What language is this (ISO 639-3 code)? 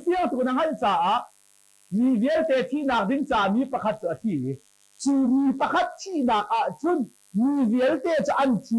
cnh